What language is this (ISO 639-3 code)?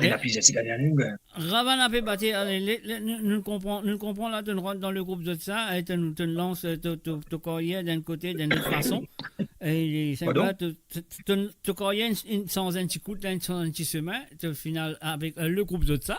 mfe